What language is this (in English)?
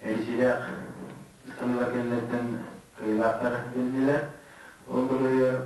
Yakut